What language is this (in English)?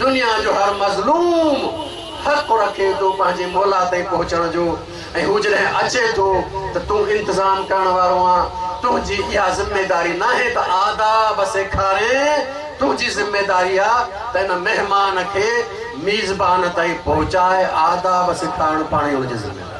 Sindhi